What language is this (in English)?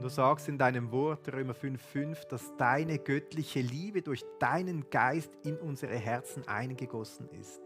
Swiss German